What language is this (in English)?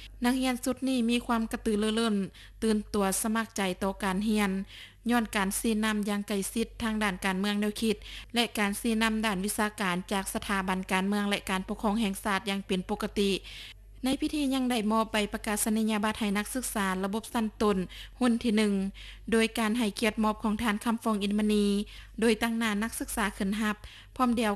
Lao